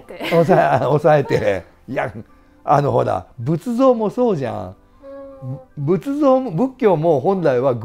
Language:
Japanese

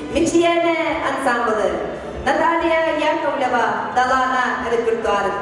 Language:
Yakut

